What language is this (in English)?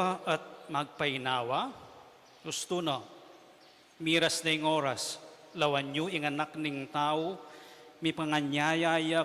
Pampanga